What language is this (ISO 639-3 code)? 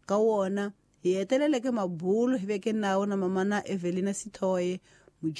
tso